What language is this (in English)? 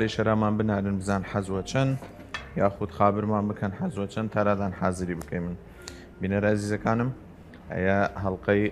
Southern Kurdish